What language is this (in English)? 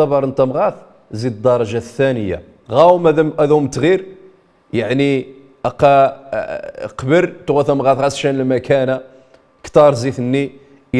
Riffian